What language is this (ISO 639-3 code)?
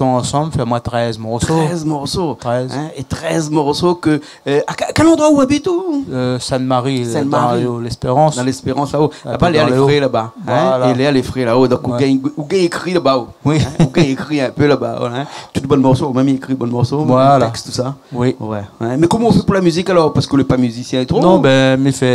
rcf